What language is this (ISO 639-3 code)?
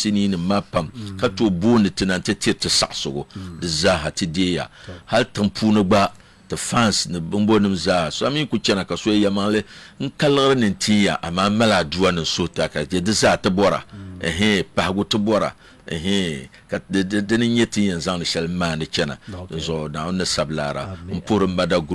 dag